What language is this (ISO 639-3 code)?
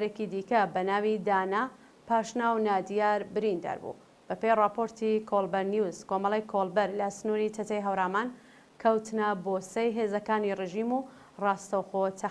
ckb